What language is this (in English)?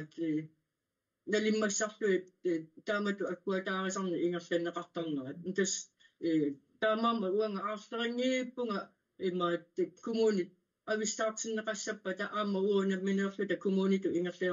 Kalaallisut